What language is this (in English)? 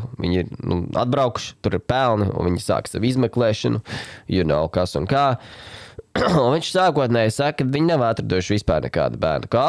Latvian